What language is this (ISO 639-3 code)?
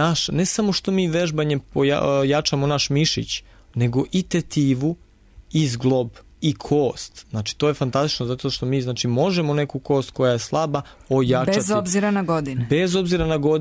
srp